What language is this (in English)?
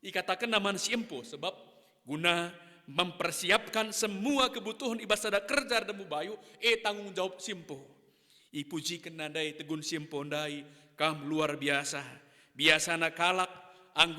Batak Karo